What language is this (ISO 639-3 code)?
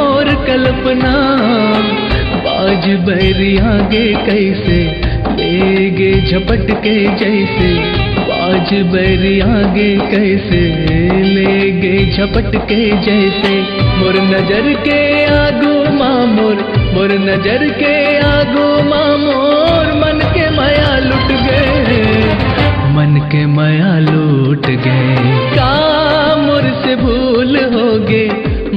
hne